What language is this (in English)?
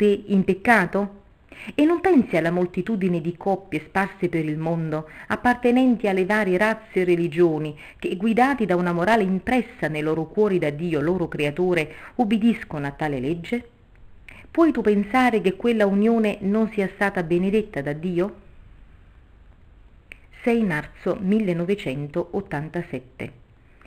Italian